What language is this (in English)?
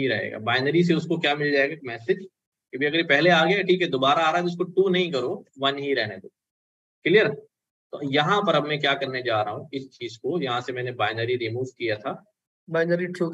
Hindi